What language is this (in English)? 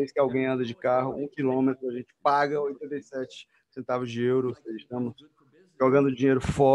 Portuguese